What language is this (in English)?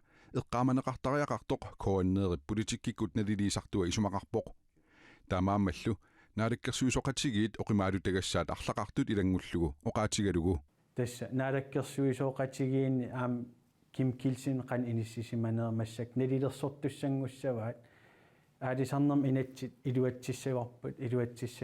Kalaallisut